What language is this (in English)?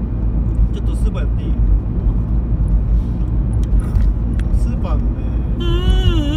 Japanese